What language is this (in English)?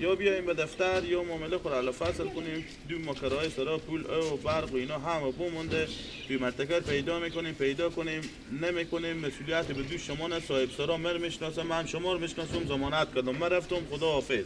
Persian